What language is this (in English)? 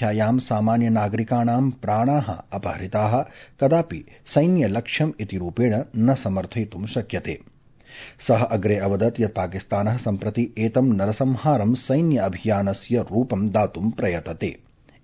Sanskrit